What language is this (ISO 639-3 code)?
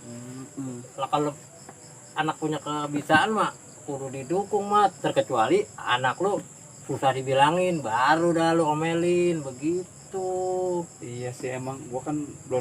bew